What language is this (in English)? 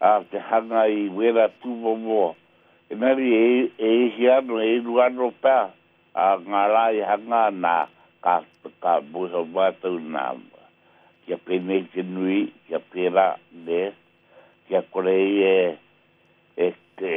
Māori